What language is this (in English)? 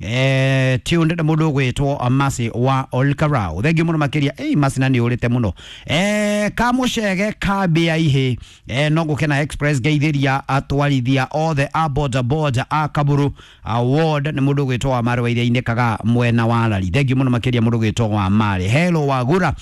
Kikuyu